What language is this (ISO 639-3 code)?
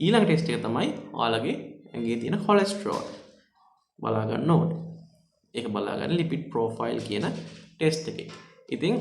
sin